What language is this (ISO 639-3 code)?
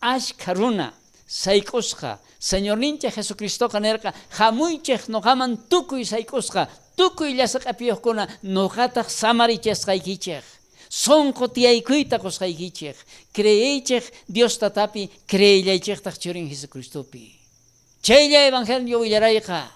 quh